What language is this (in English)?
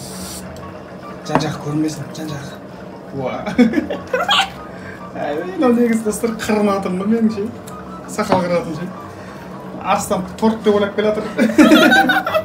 Kazakh